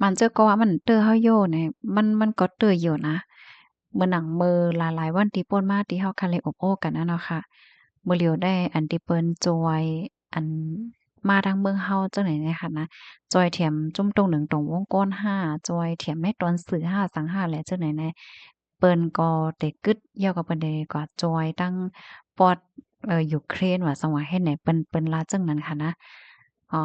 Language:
Shan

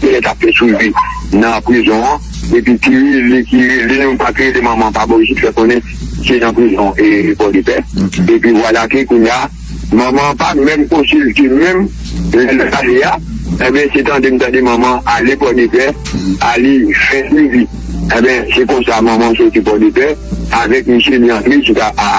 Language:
Haitian Creole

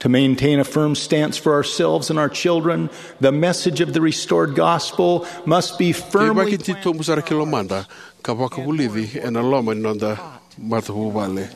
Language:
Fijian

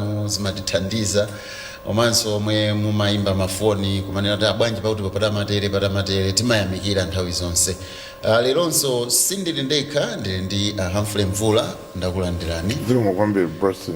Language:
Nyanja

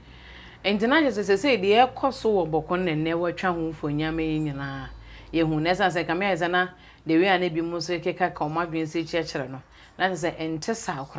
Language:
Akan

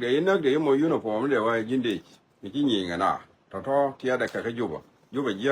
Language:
Nuer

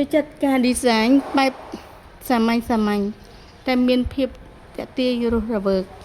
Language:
Khmer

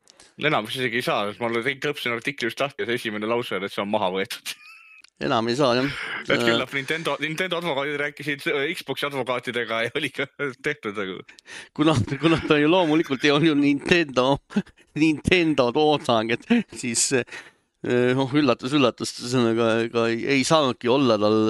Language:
Estonian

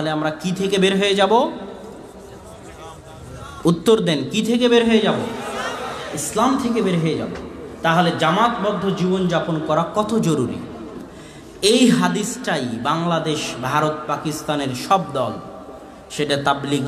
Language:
Bangla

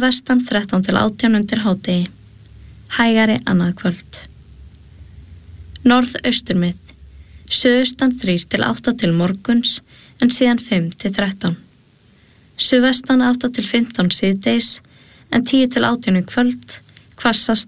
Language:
Icelandic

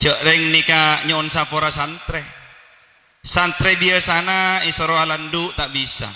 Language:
Madurese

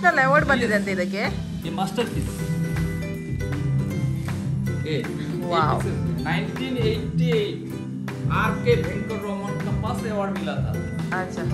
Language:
Kannada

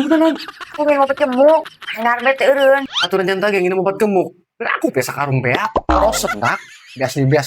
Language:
Sundanese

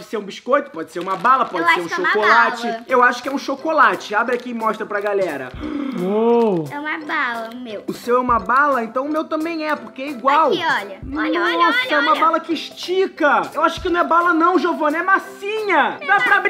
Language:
Portuguese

